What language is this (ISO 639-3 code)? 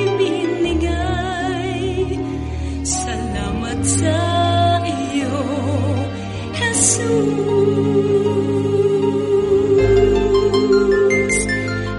fil